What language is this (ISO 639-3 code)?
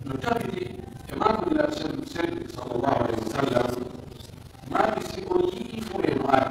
fuf